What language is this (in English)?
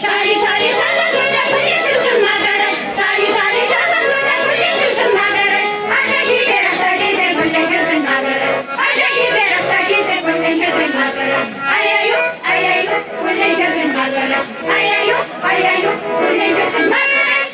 Chuvash